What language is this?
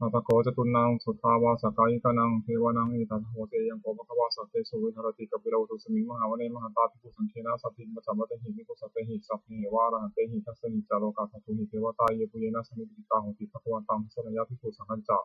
Pali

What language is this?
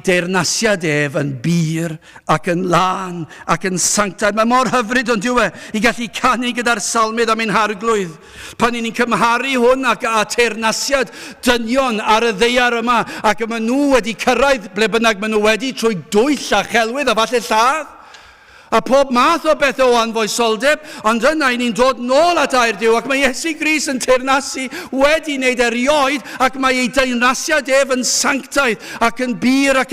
Welsh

